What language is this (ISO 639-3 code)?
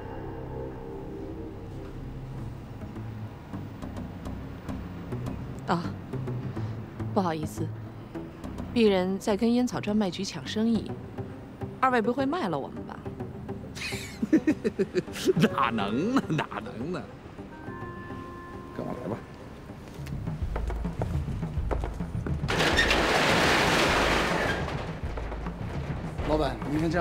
zho